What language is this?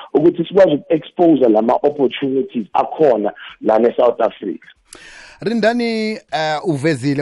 South Ndebele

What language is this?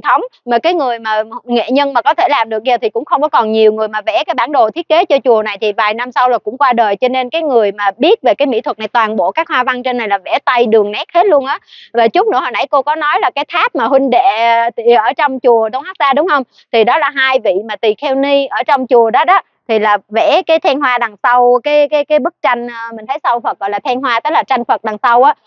Vietnamese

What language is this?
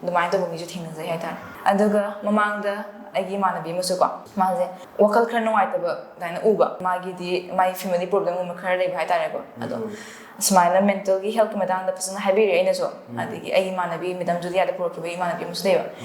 Manipuri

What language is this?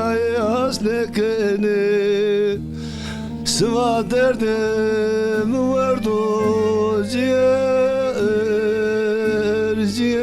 Zaza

